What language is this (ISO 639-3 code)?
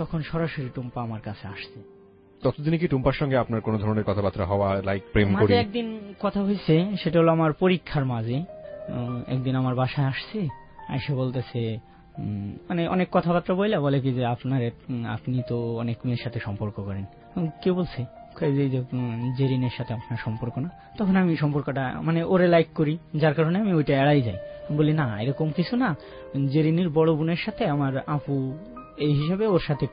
ben